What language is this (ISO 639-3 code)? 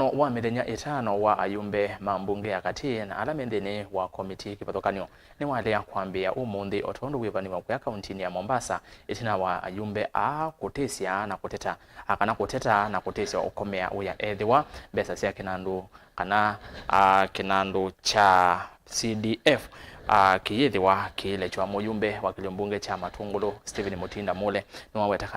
kam